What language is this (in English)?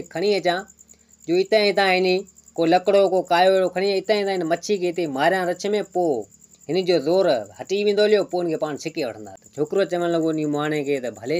Sindhi